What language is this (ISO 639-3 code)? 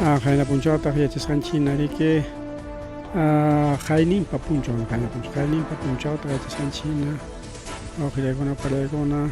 quy